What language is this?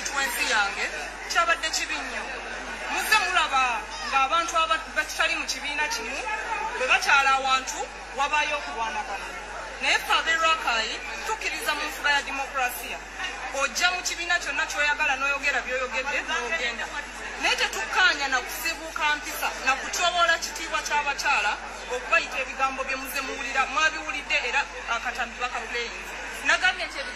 Ganda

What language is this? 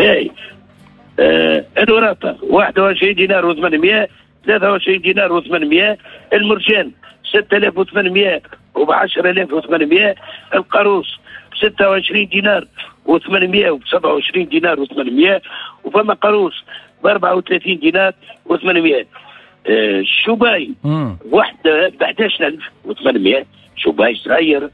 Tunisian Arabic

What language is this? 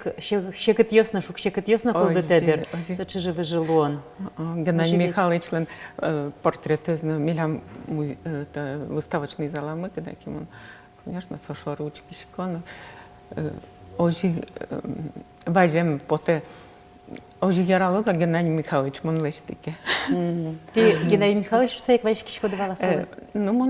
Udmurt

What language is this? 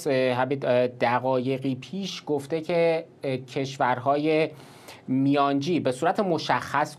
Persian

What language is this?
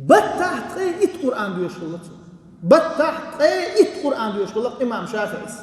Chechen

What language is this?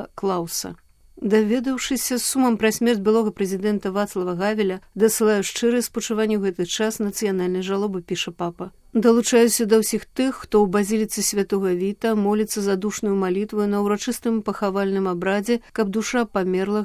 Belarusian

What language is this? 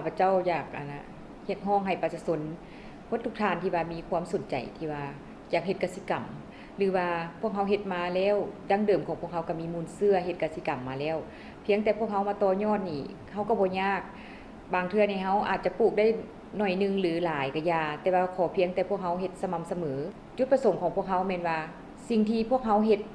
Lao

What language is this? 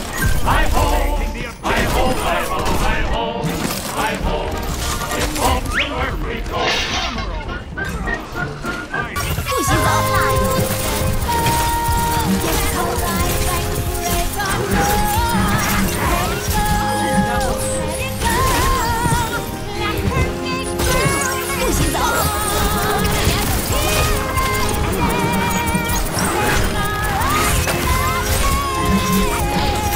English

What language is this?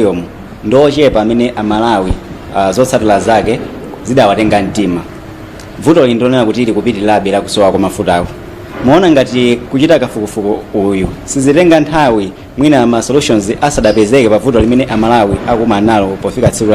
Nyanja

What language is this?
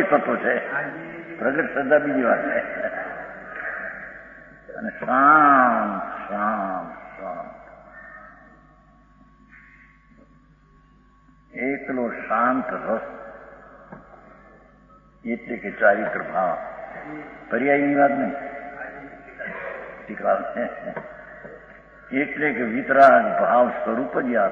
Gujarati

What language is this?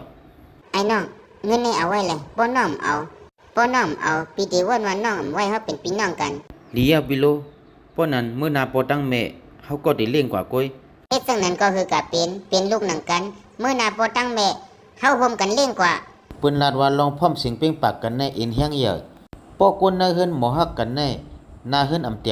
Shan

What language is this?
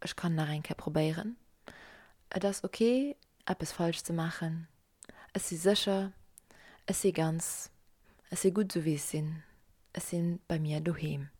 Luxembourgish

